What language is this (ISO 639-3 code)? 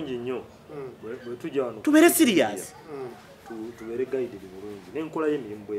lug